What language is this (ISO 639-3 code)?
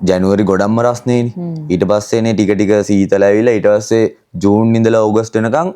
sin